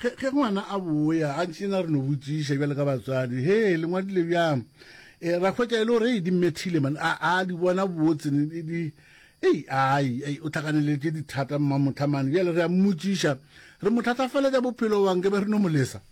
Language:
Northern Sotho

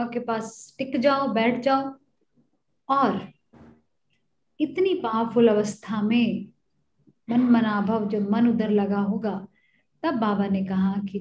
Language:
Hindi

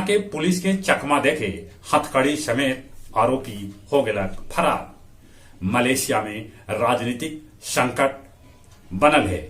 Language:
Magahi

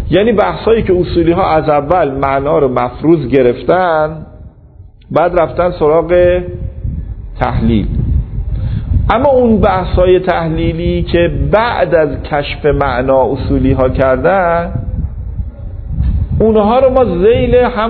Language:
Persian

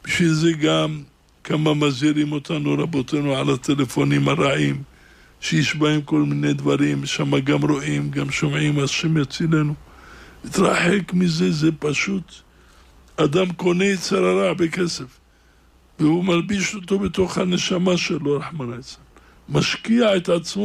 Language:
Hebrew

